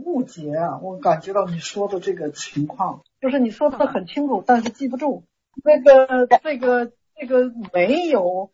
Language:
Chinese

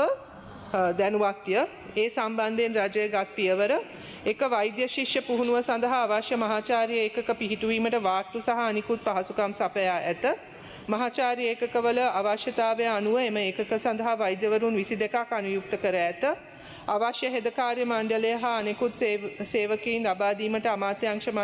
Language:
Sinhala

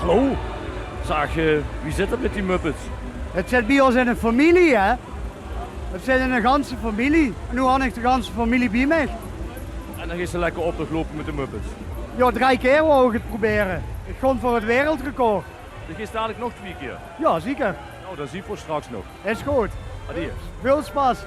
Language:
Limburgish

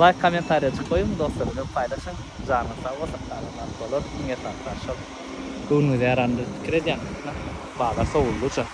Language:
Turkmen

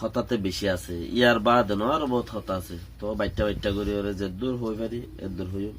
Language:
Rohingya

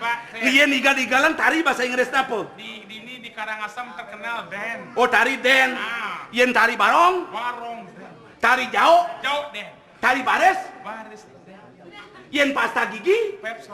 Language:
Balinese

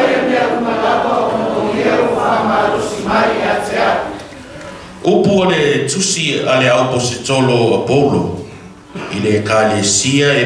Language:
Samoan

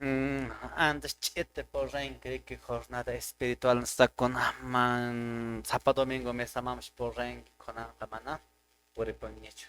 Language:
Quechua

